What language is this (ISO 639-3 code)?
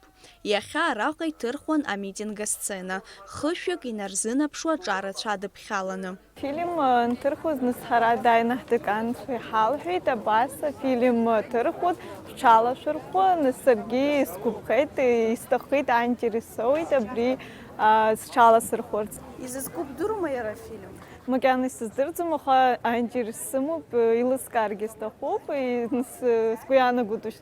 abk